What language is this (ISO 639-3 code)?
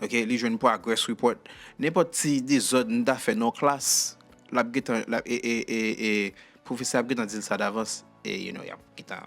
hat